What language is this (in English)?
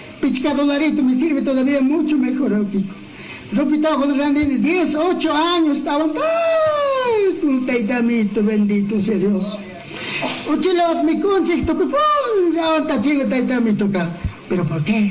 Chimborazo Highland Quichua